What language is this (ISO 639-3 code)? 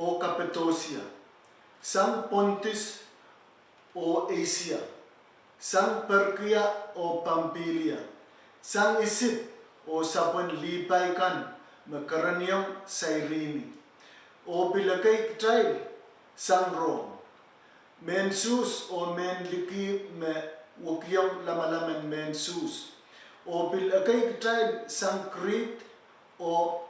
pon